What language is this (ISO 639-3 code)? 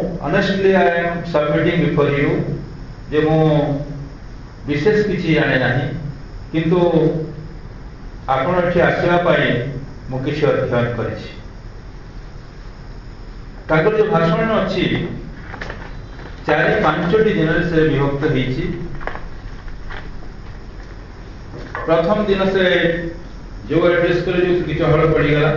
ori